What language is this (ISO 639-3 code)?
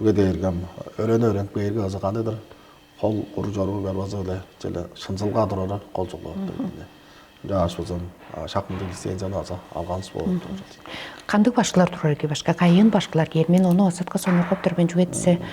tyv